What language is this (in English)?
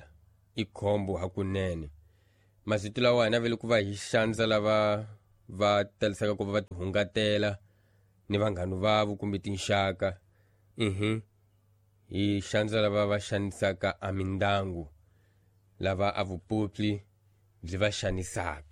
Tsonga